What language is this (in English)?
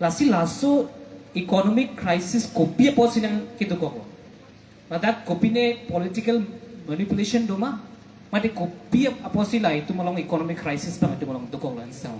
Karbi